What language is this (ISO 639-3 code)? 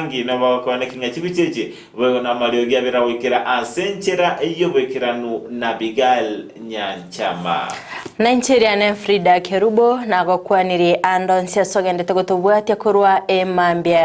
guz